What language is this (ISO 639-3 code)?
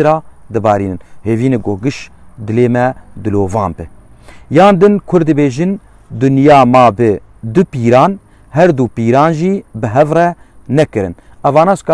kur